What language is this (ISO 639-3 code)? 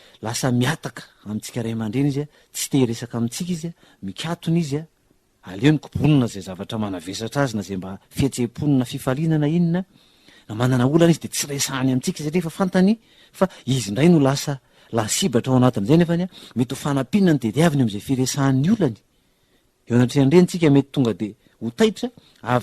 mlg